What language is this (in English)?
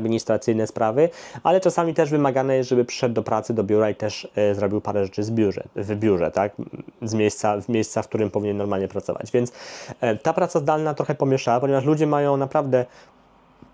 Polish